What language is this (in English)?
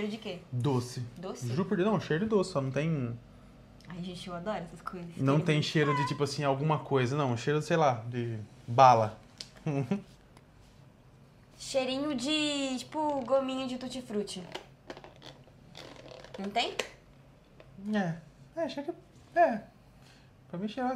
Portuguese